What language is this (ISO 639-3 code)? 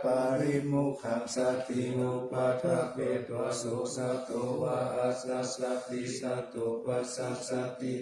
pli